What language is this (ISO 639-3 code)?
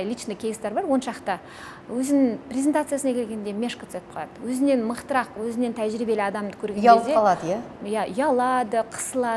kaz